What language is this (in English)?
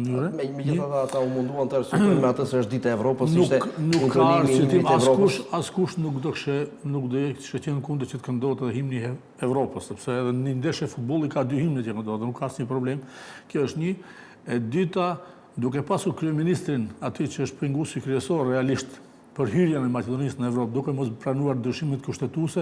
Albanian